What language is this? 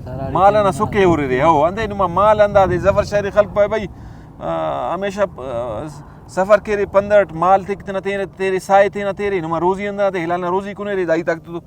Brahui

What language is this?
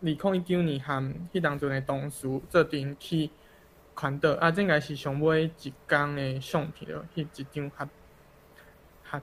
Min Nan Chinese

